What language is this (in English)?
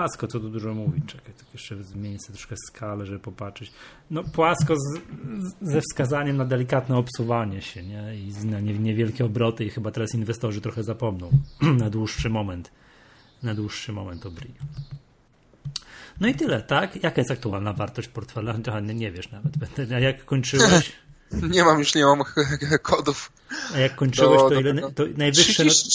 Polish